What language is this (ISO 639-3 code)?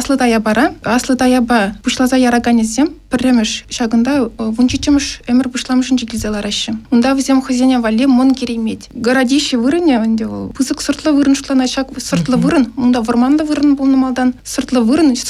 chv